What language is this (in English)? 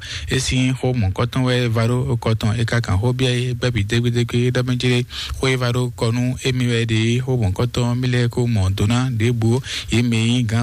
Fon